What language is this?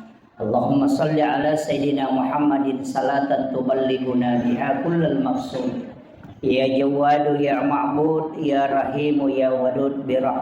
Buginese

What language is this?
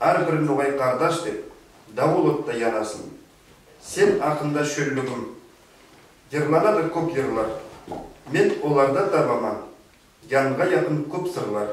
Nogai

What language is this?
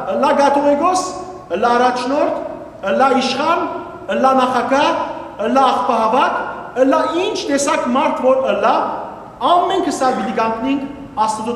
Western Armenian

